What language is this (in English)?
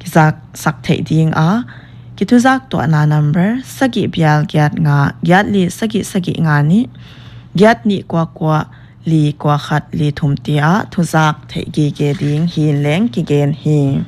Paite Chin